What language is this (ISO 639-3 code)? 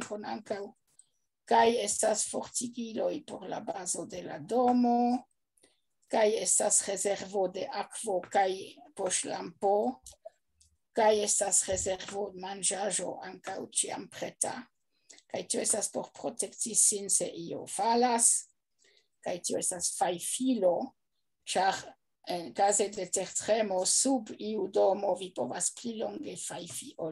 epo